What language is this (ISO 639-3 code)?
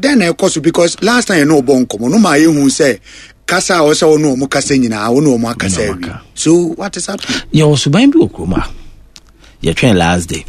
aka